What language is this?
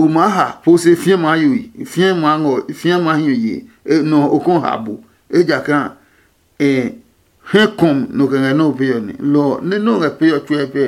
Adangme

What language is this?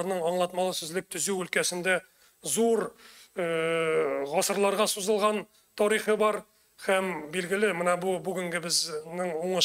Tatar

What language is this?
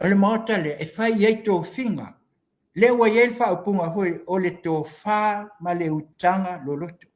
Samoan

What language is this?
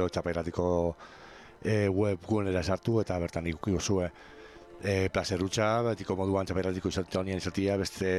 Basque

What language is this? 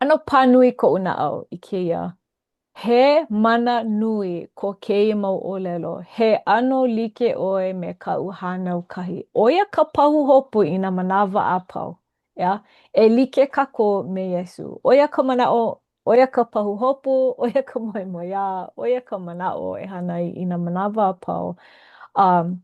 Hawaiian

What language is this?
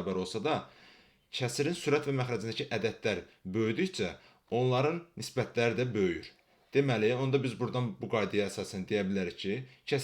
Azerbaijani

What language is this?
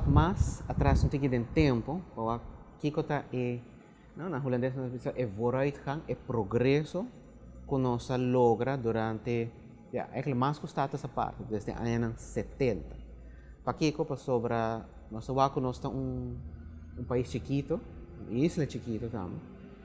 Papiamento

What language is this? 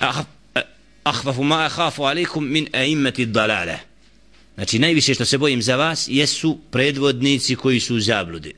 Bosnian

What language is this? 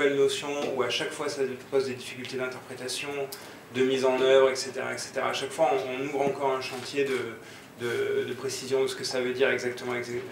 French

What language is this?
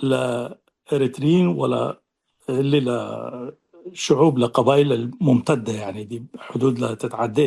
Tigre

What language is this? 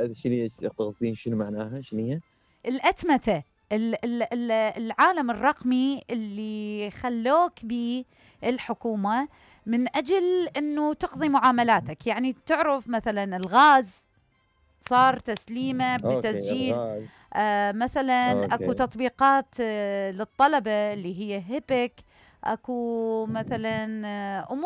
Mesopotamian Arabic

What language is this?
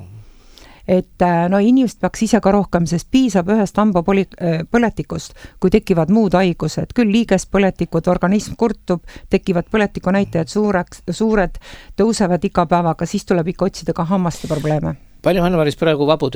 Estonian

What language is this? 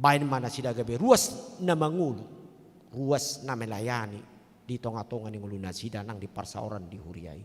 Batak Toba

